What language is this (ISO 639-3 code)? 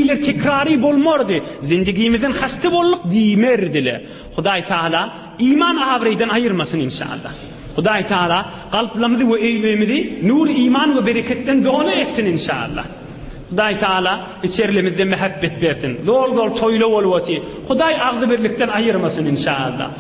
tuk